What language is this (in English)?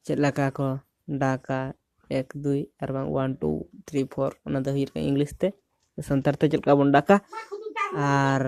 Santali